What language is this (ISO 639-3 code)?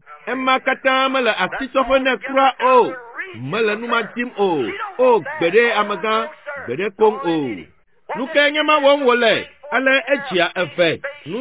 ewe